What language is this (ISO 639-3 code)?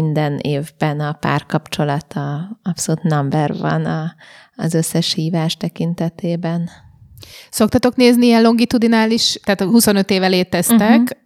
hun